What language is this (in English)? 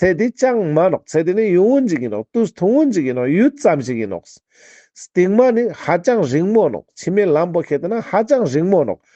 Ladakhi